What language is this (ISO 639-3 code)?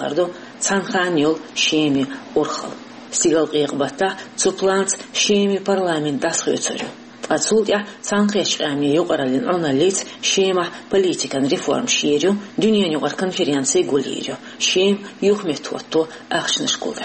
che